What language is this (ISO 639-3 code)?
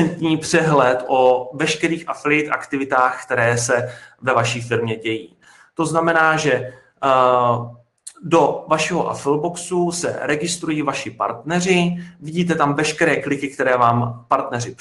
ces